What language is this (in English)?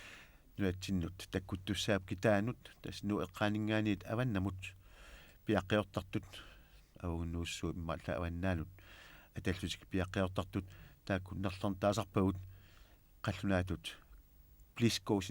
Kalaallisut